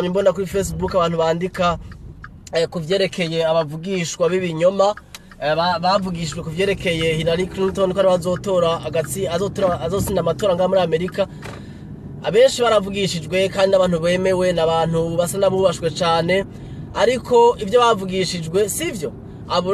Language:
Rundi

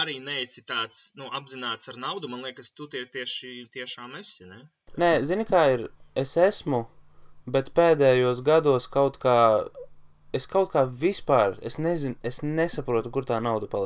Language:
Latvian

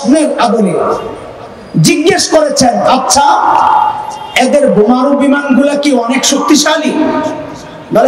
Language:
Bangla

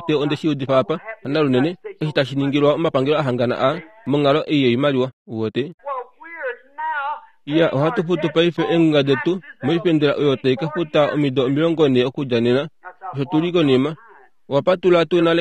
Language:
Kuanyama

